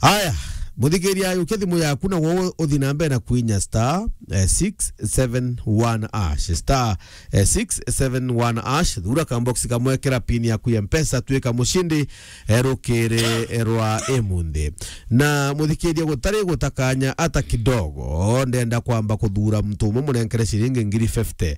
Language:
Meru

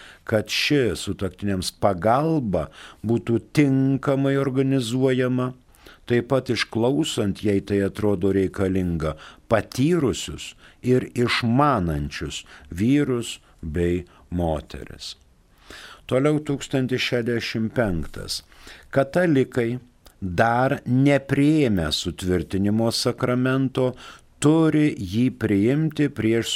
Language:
Lithuanian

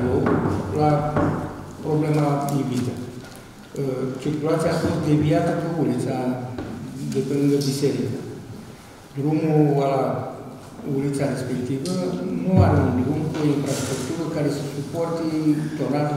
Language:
Romanian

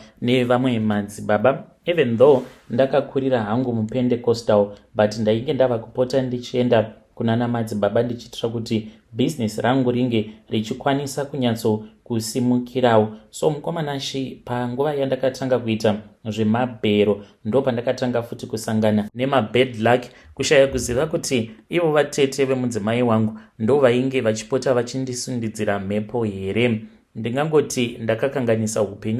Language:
Shona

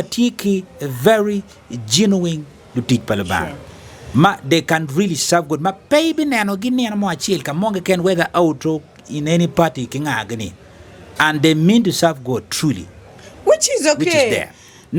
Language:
Acoli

